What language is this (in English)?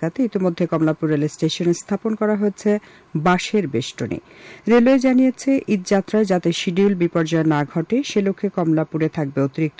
Bangla